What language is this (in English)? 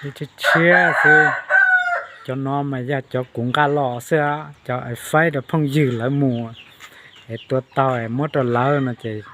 Hmong